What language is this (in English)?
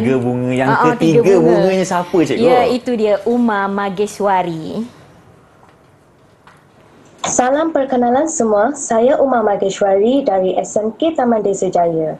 Malay